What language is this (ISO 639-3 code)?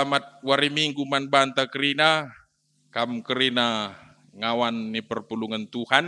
btx